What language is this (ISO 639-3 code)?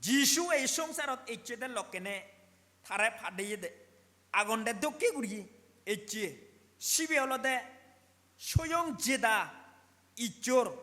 ccp